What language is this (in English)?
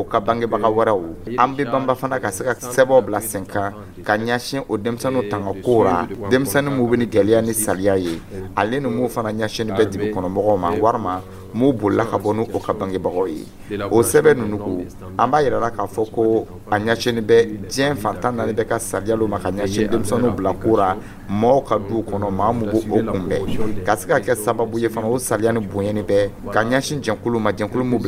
Dyula